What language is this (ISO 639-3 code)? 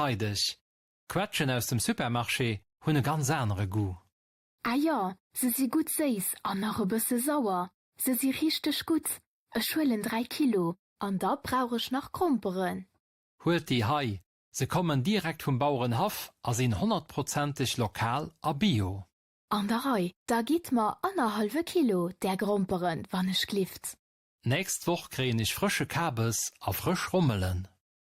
ltz